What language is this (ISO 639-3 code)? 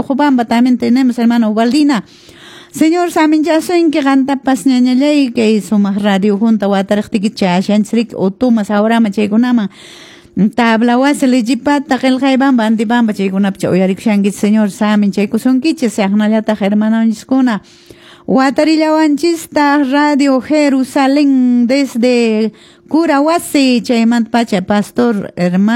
que